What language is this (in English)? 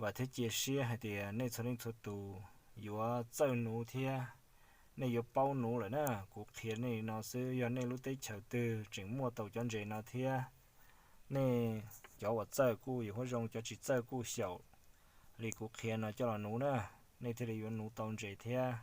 Hmong